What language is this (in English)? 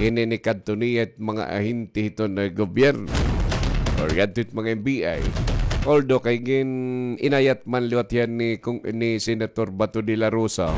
Waray